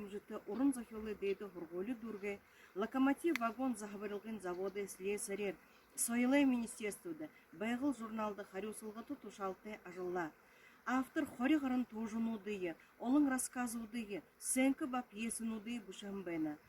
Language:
Buriat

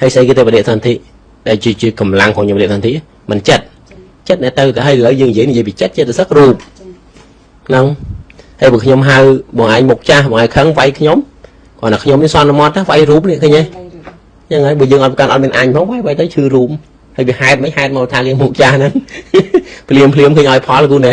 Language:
Khmer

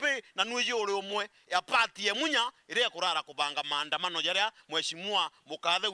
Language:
Meru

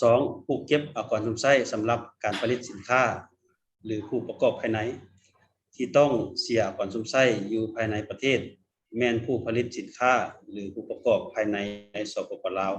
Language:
Lao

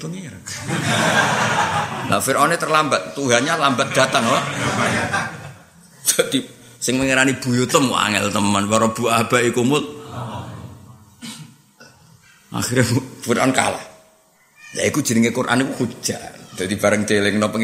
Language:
Javanese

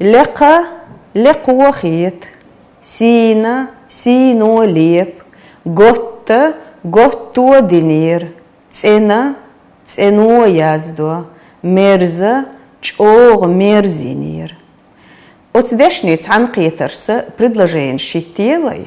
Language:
Chechen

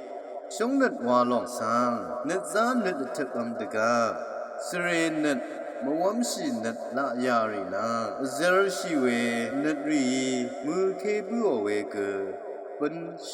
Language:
Rawang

